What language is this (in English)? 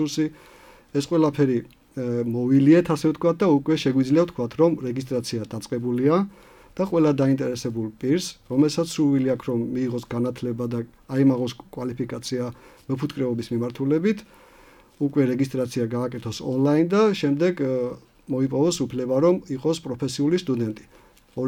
Georgian